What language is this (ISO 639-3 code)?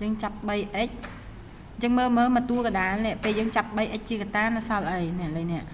khm